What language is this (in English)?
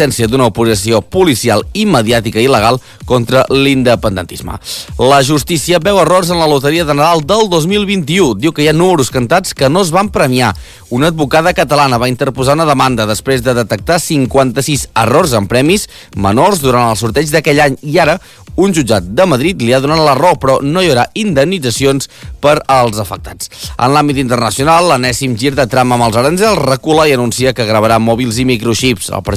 Catalan